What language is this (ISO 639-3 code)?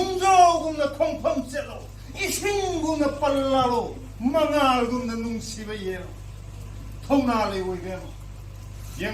mni